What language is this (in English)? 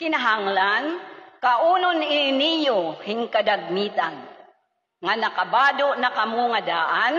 Waray